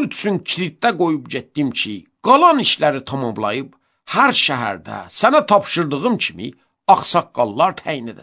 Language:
Azerbaijani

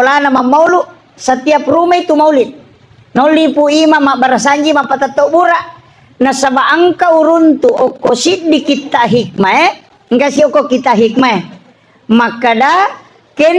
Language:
Buginese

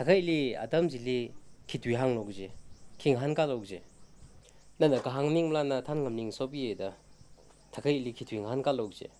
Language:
Tangkhul Naga (India)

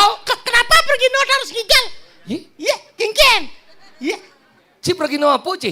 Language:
Balinese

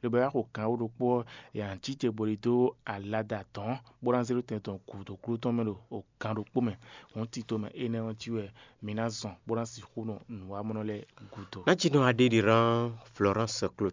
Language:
Fon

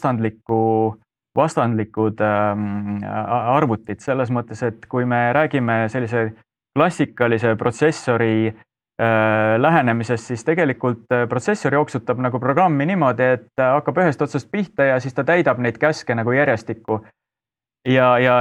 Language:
Estonian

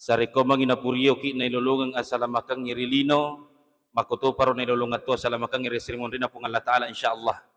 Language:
Buginese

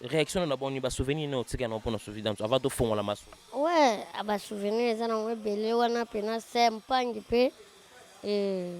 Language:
Lingala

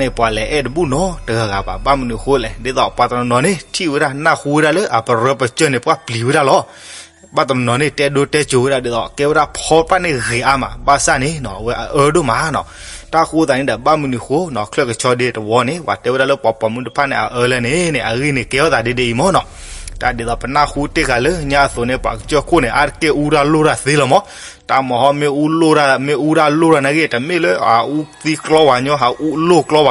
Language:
S'gaw Karen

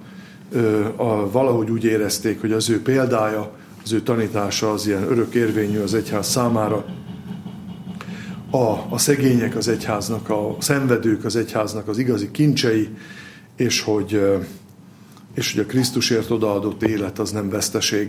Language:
Hungarian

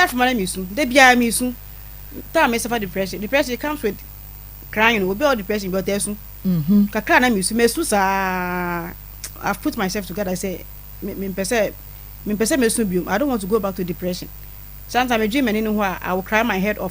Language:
Akan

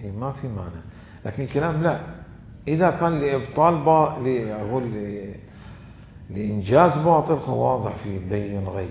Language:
Mesopotamian Arabic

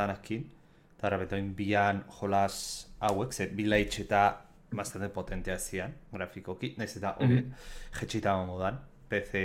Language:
Basque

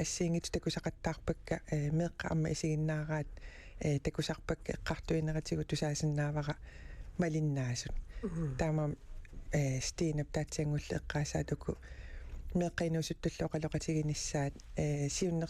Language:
Kalaallisut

